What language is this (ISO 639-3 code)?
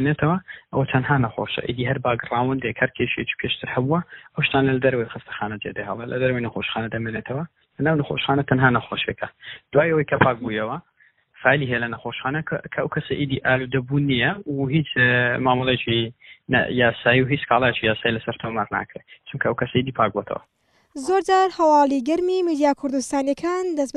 ckb